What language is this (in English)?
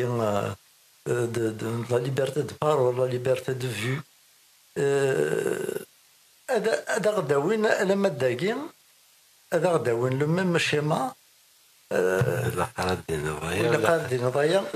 Kabyle